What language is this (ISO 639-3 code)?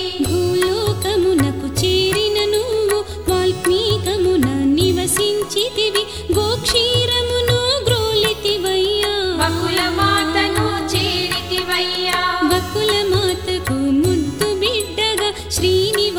tel